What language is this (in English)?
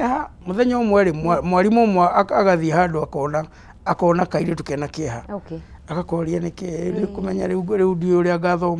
Kikuyu